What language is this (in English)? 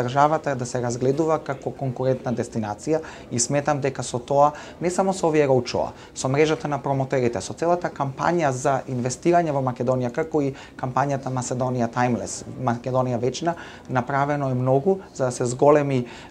Macedonian